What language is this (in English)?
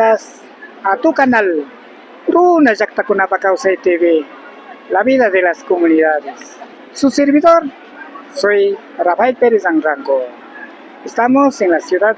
Imbabura Highland Quichua